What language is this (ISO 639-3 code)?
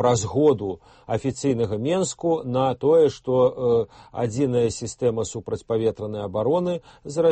bel